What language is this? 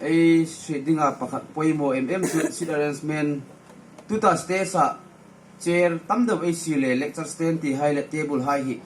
Hmar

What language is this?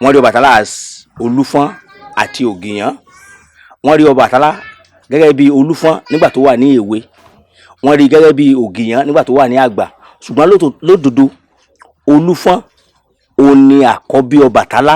Yoruba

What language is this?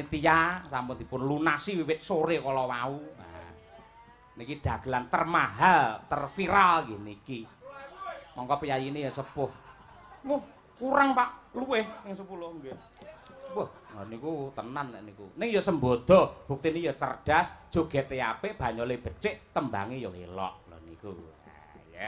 Javanese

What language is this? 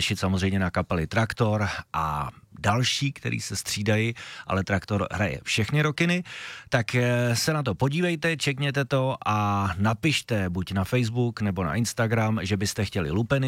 Czech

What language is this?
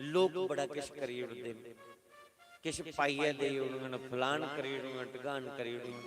Dogri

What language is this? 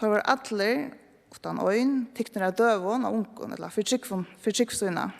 Faroese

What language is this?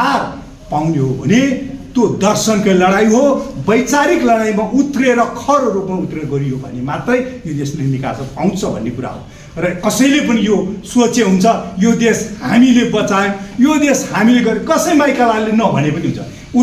Nepali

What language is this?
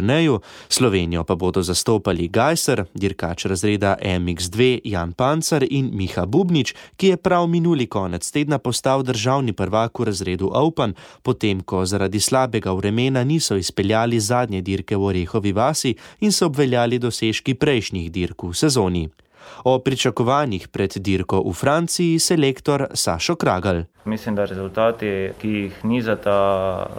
Slovenian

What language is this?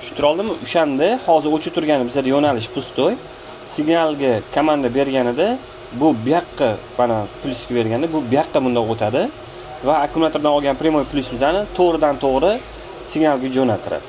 Uzbek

